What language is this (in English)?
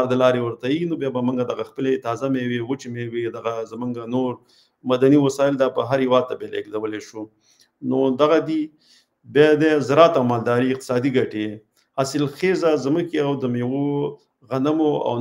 Pashto